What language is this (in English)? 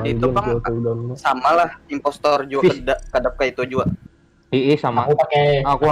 Banjar